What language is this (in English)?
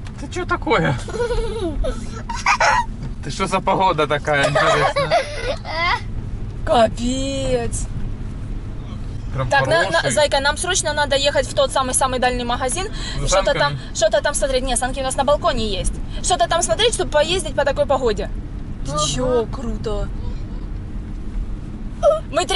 Russian